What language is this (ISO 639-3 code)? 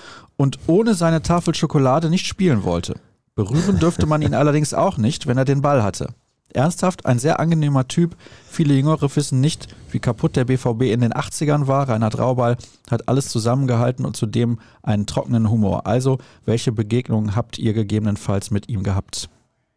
deu